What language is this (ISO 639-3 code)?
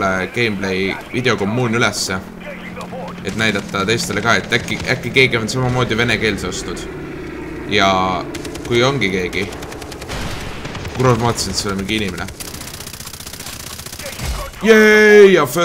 est